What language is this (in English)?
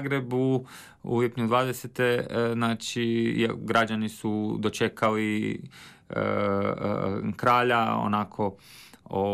Croatian